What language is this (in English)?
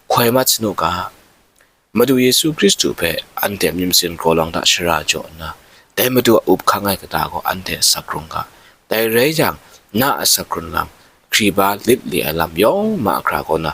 Kachin